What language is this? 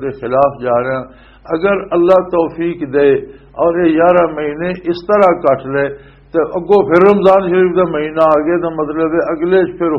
Western Panjabi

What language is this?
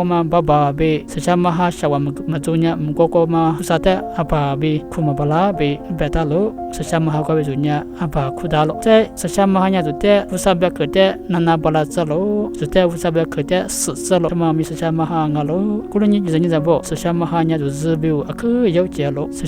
Lisu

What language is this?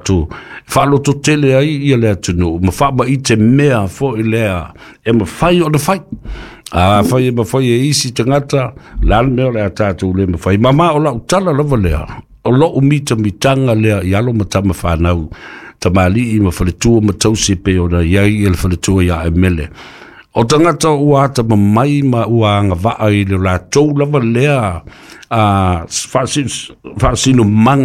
Samoan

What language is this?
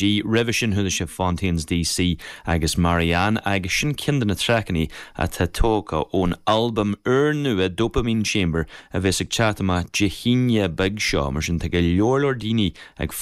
Irish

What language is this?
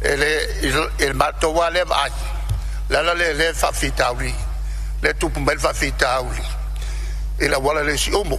Samoan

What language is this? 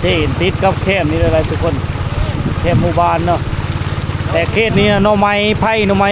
Lao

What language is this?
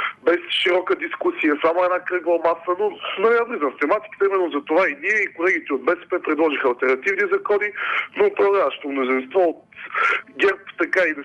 Bulgarian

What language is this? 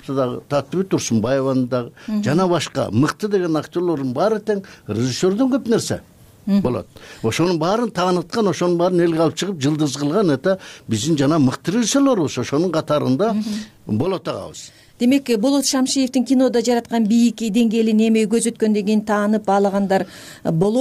Kyrgyz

